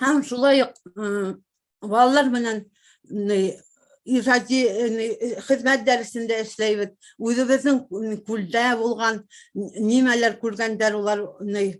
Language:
Bashkir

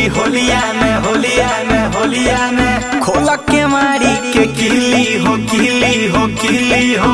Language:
Bhojpuri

